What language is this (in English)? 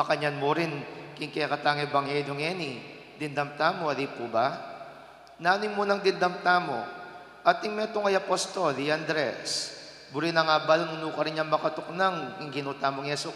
Pampanga